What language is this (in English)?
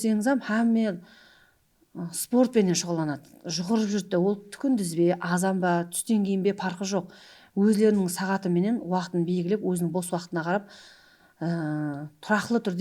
Kara-Kalpak